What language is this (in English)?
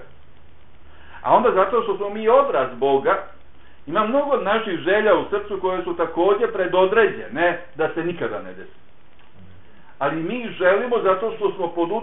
Bosnian